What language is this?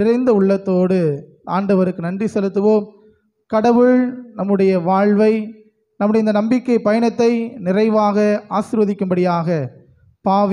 Tamil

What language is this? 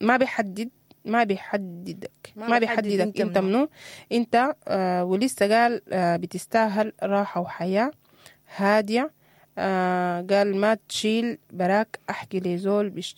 Sudanese Arabic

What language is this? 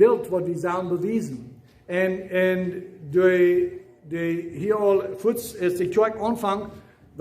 Plautdietsch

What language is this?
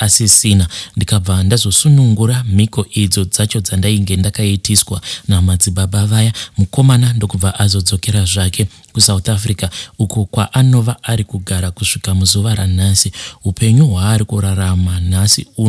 Shona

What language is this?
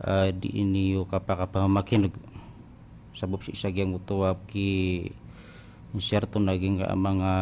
Maranao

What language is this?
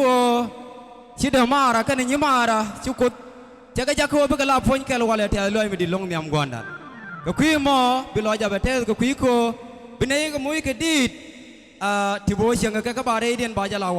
Nuer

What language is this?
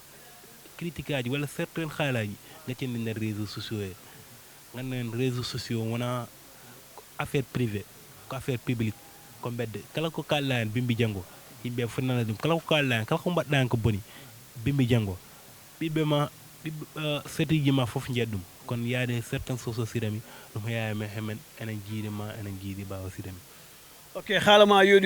Fula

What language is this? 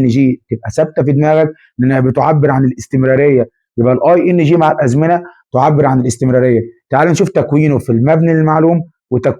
Egyptian Arabic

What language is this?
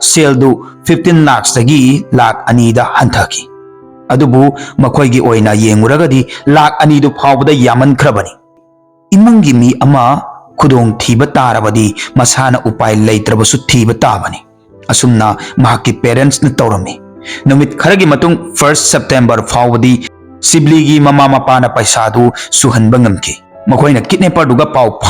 Manipuri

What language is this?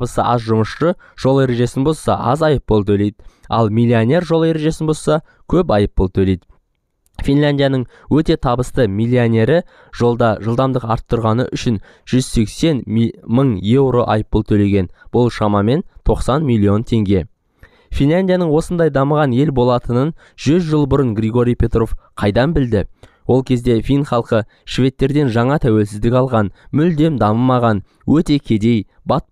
Kazakh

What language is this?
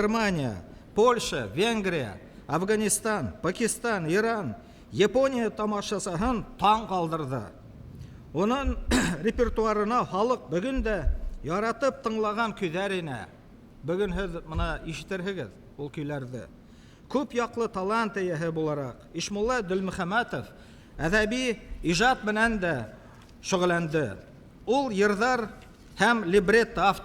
Bashkir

